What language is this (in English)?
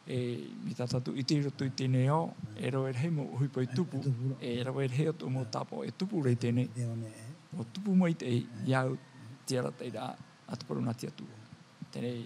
Tahitian